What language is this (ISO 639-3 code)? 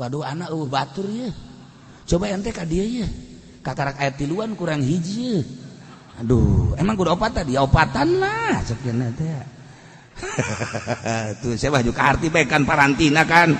sun